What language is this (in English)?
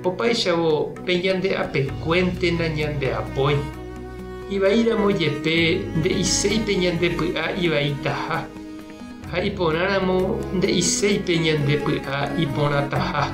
Guarani